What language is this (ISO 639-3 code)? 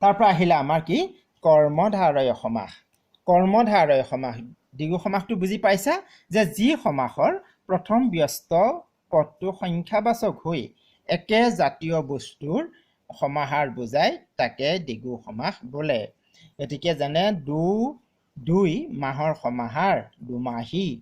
asm